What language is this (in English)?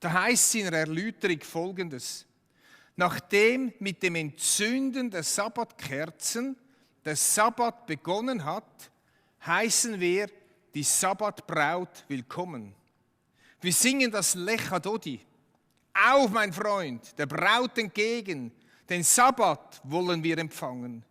Swiss German